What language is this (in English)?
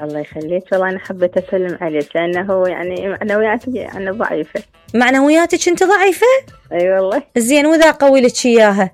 Mesopotamian Arabic